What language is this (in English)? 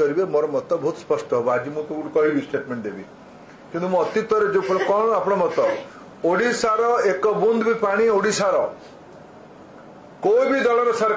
Odia